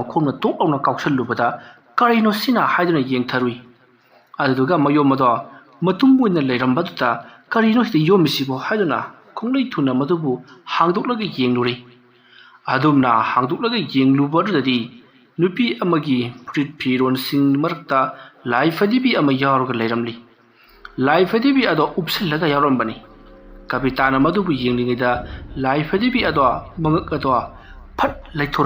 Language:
Manipuri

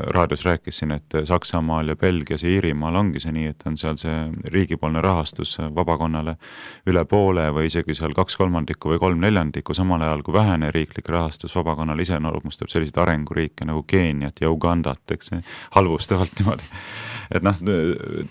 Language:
Estonian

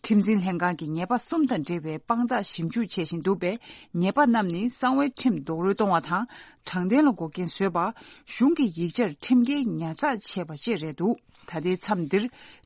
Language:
Tibetan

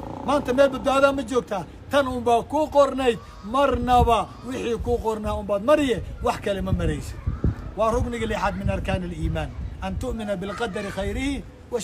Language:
Somali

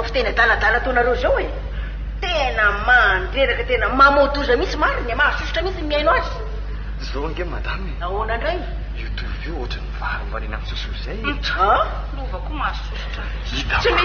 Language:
Malagasy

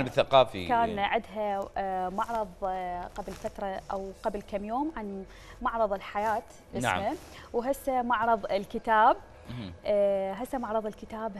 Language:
Mesopotamian Arabic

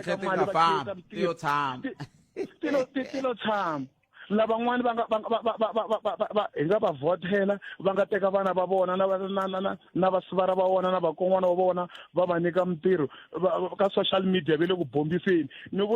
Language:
Tsonga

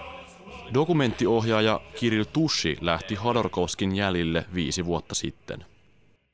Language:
Finnish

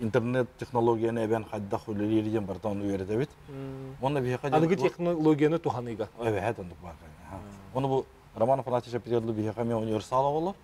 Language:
Yakut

